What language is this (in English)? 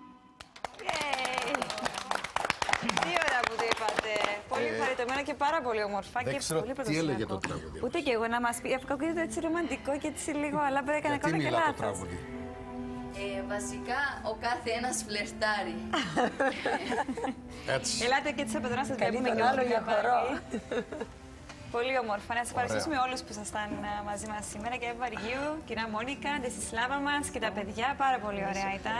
Greek